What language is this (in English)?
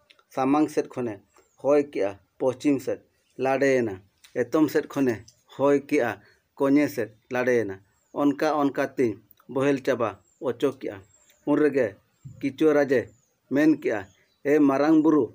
Santali